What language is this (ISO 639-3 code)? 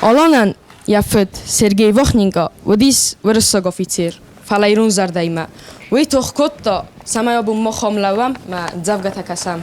oss